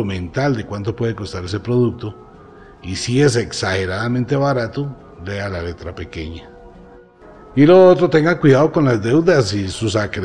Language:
Spanish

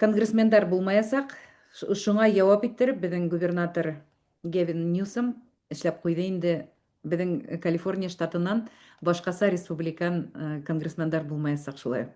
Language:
Bashkir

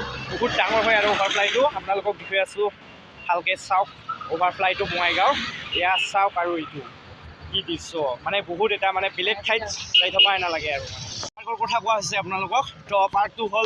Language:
Assamese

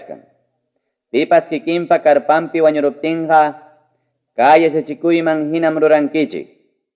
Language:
Ayacucho Quechua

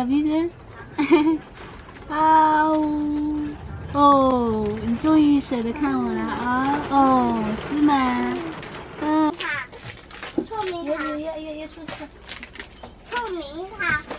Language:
Chinese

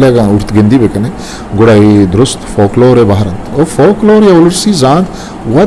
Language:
Eastern Balochi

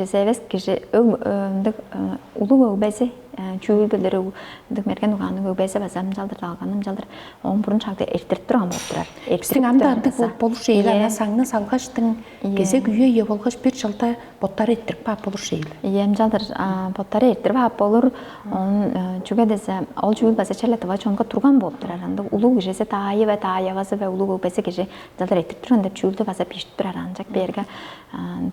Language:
Tuvinian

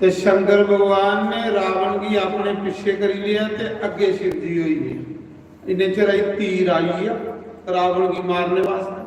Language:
Dogri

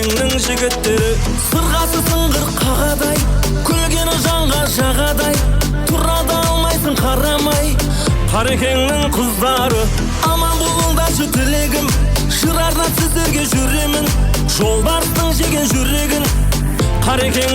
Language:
Kara-Kalpak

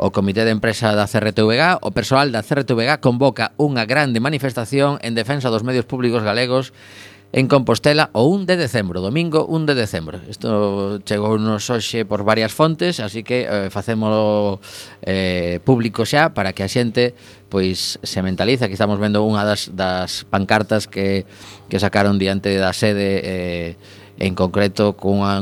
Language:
Galician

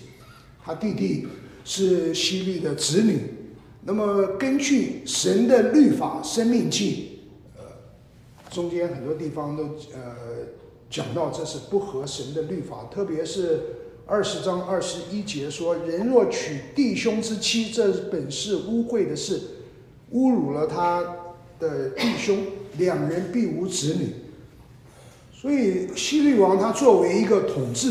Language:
Chinese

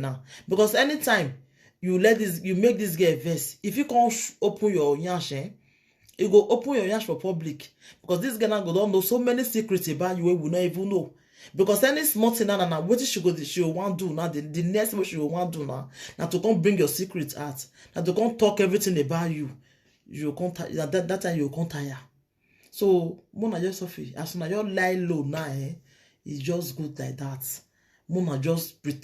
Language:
Nigerian Pidgin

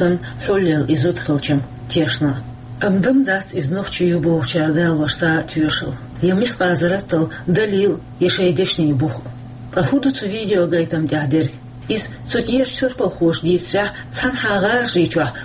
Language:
Chechen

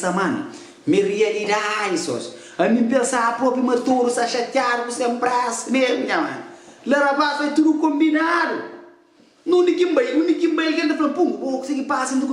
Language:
Kabuverdianu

